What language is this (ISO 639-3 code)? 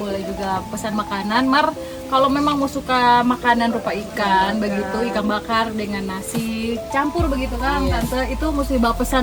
xmm